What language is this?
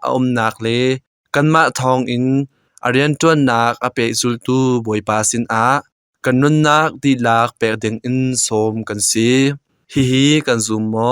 Hakha Chin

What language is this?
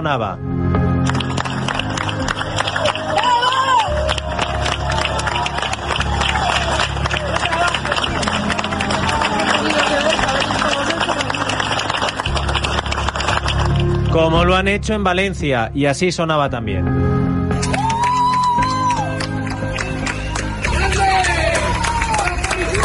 Spanish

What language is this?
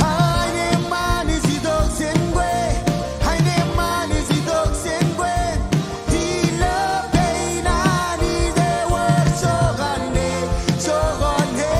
Marshallese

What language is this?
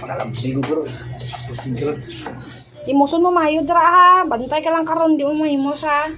Hiligaynon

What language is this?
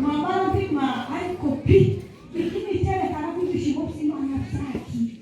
Kinyarwanda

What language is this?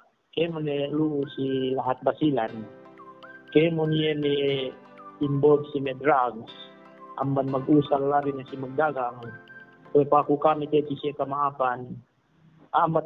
Yakan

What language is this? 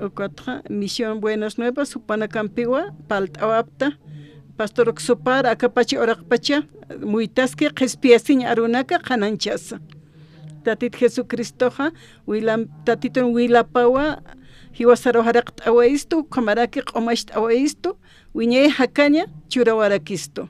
Aymara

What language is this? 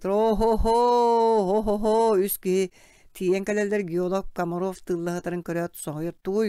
Yakut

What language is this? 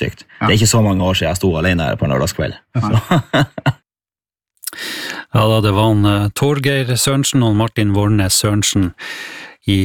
Norwegian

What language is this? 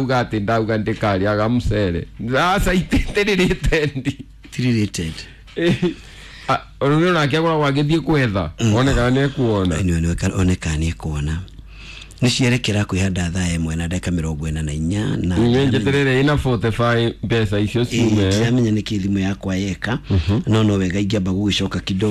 Kikuyu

